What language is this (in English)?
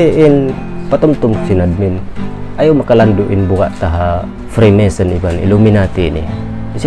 Tausug